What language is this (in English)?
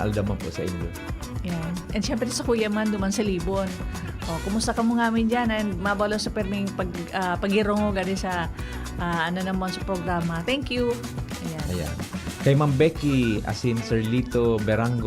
Bikol